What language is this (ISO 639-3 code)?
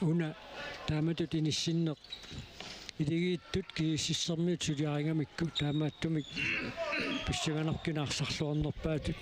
kal